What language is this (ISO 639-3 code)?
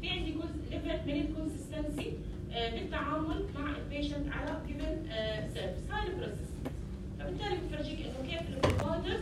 apc